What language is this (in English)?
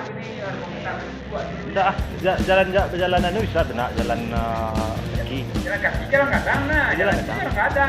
Minangkabau